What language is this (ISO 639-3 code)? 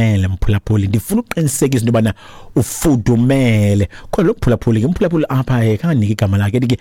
xho